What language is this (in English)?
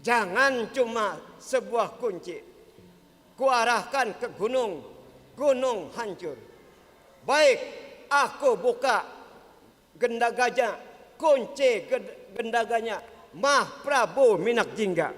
Banjar